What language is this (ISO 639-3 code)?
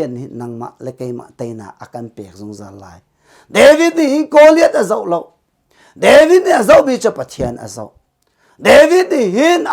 cnh